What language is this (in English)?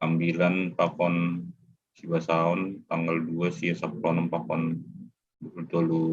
Batak Simalungun